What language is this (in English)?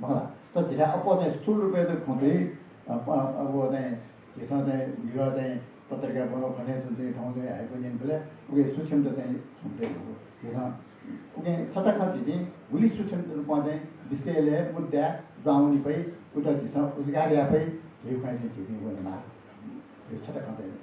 Newari